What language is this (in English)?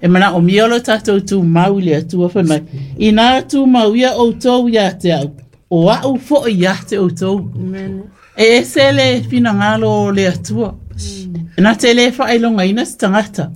Samoan